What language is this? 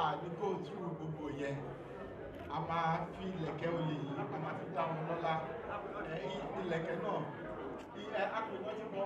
Yoruba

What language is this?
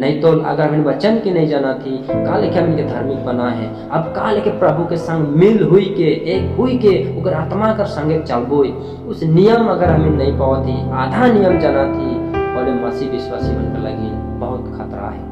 Sadri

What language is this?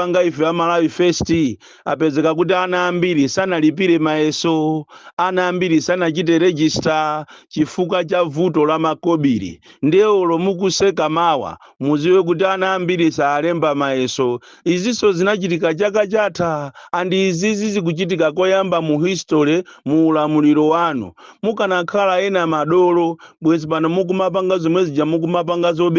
Nyanja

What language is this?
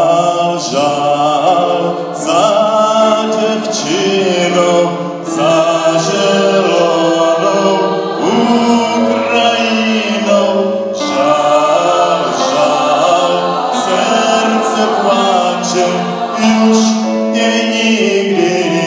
Czech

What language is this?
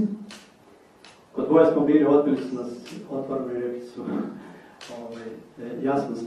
Croatian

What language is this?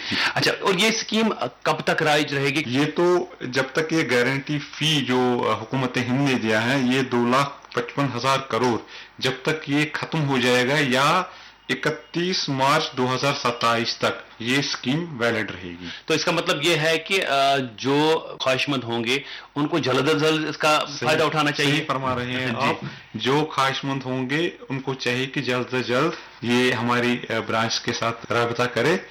Urdu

